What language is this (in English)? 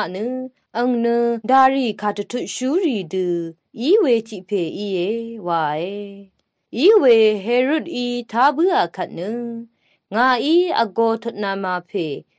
Rawang